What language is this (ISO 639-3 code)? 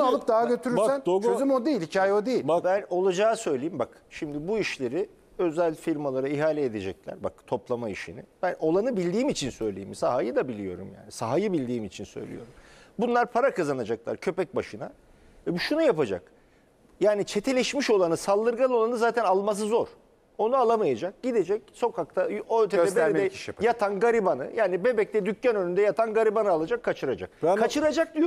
tur